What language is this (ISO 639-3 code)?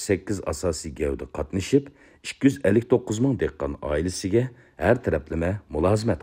uig